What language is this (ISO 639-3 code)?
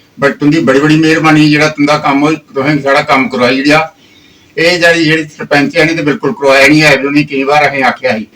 doi